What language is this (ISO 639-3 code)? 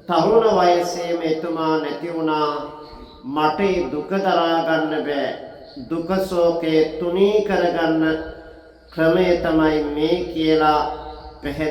sin